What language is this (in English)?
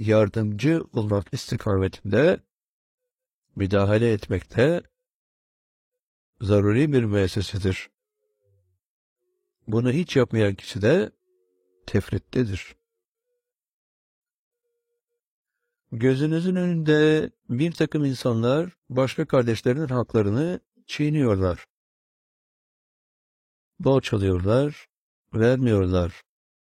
Turkish